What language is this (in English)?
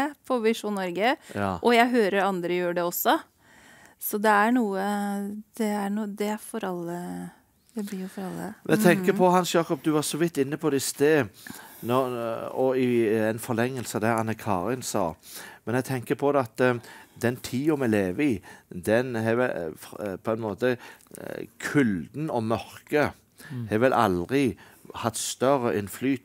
Norwegian